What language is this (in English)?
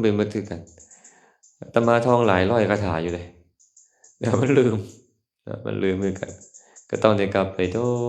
Lao